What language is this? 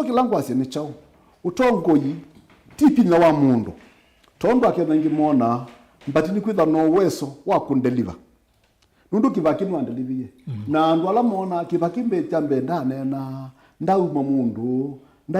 Kamba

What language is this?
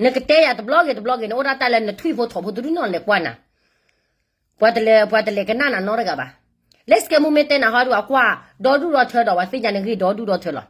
S'gaw Karen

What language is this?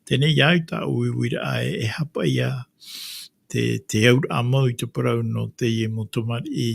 Tahitian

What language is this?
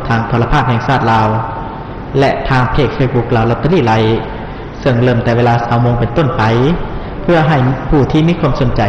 Lao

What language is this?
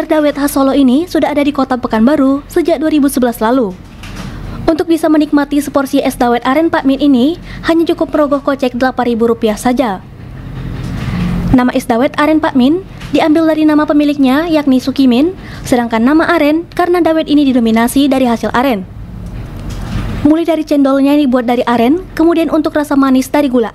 Indonesian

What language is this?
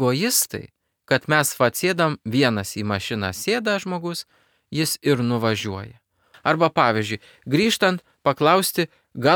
Lithuanian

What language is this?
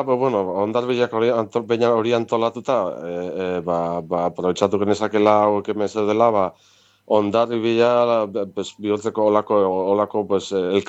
Basque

